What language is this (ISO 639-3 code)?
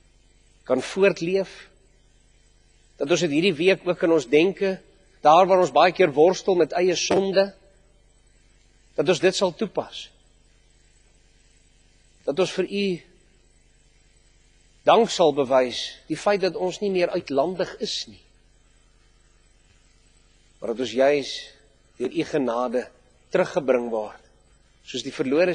afr